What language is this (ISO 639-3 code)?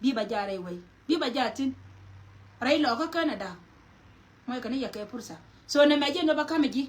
nus